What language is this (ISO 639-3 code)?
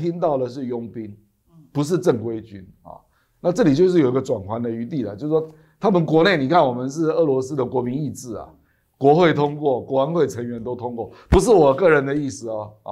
zho